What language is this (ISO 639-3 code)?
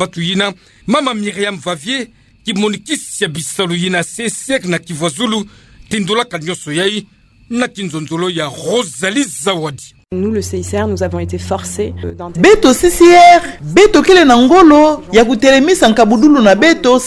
ktu